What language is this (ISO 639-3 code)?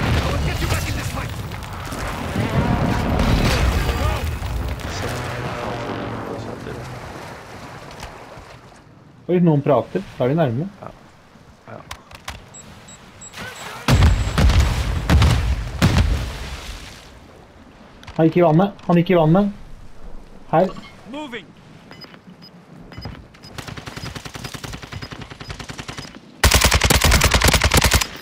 nor